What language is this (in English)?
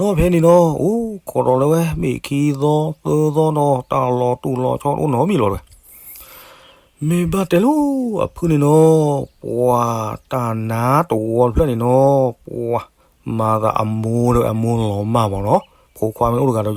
S'gaw Karen